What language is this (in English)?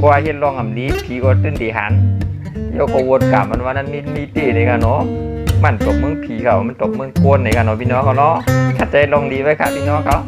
Shan